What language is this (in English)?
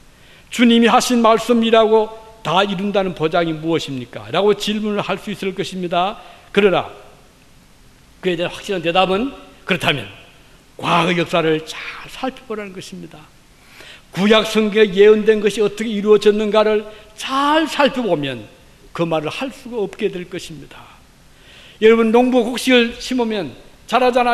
Korean